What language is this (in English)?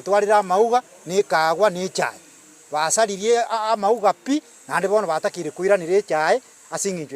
Gusii